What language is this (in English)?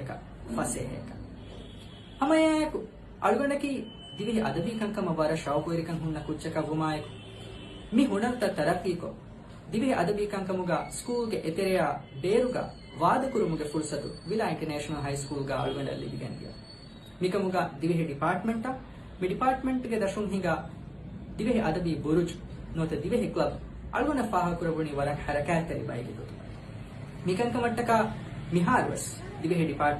Divehi